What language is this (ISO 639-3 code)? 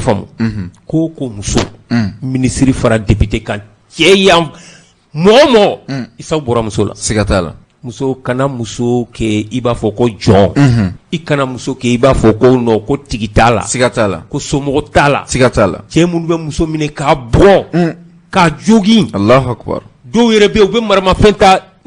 bam